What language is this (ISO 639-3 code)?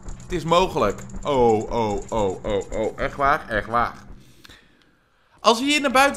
nld